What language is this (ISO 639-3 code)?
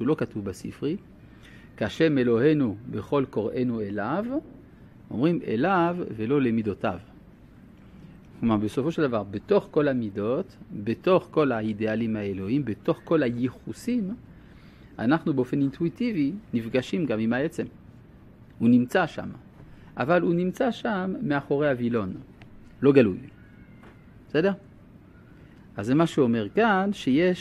heb